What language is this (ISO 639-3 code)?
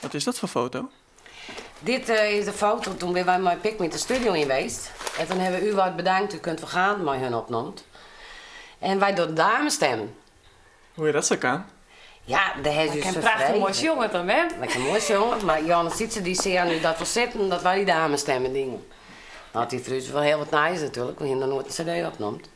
fry